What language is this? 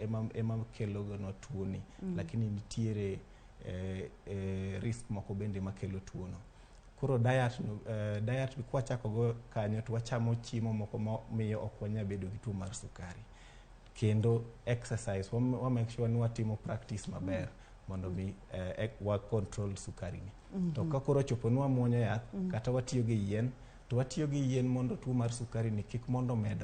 Luo (Kenya and Tanzania)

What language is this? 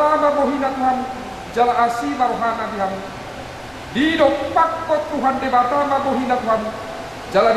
Batak Toba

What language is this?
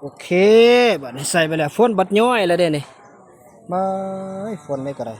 Northeastern Thai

